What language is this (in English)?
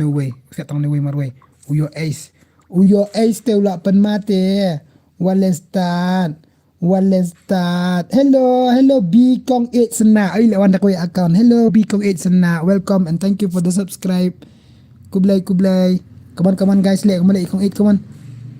Khasi